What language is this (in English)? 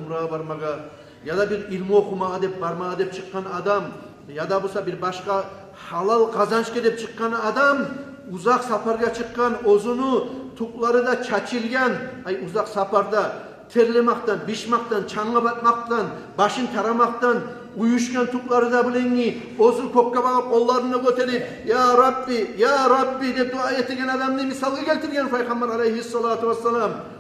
Kumyk